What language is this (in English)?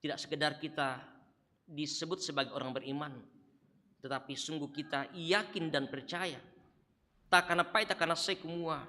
Toraja-Sa'dan